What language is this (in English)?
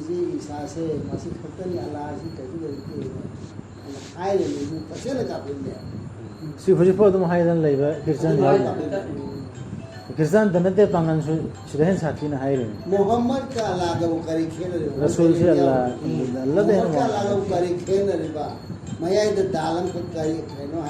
Manipuri